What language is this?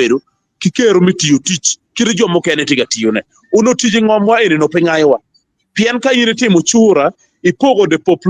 Acoli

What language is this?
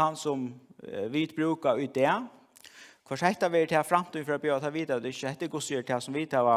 Faroese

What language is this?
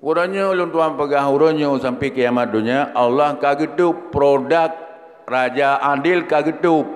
Achinese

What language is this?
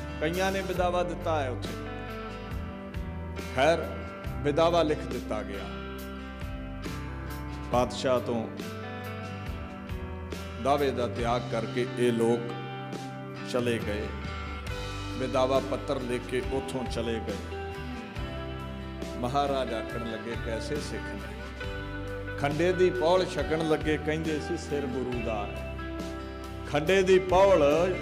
Punjabi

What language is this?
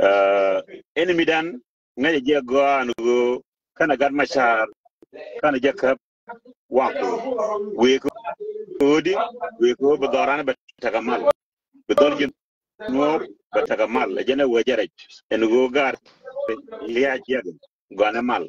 Nuer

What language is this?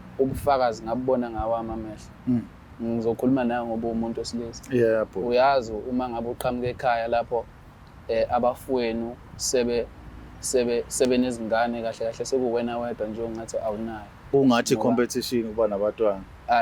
Zulu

